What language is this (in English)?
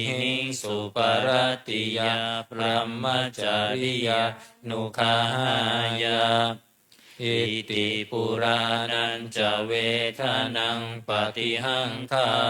Pali